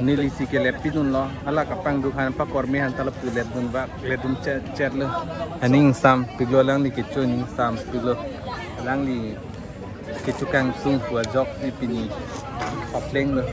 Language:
Karbi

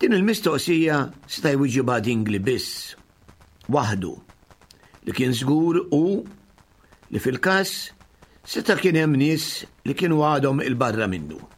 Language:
Maltese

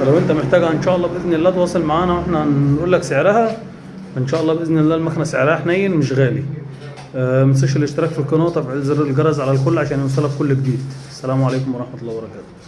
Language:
Egyptian Arabic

